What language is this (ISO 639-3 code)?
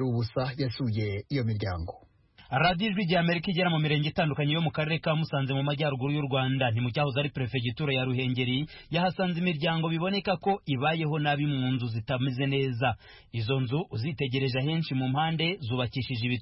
kin